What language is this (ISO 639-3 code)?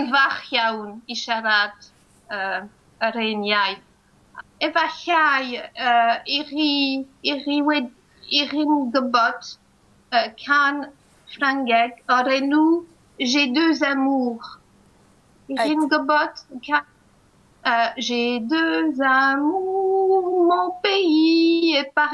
cym